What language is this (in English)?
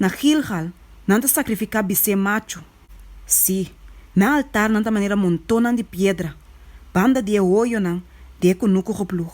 Papiamento